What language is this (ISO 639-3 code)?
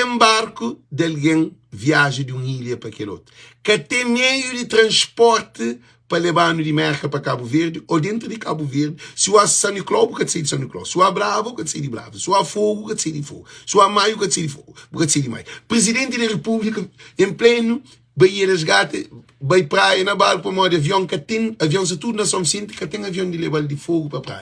kea